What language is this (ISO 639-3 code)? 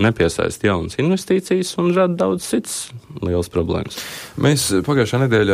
lav